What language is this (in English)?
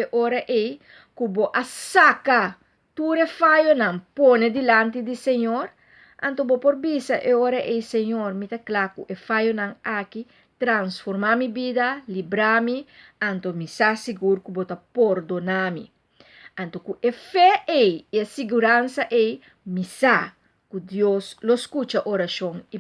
Papiamento